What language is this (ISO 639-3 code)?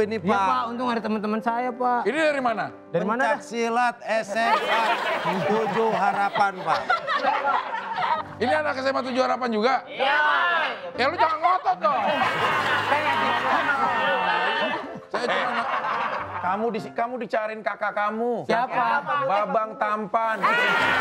ind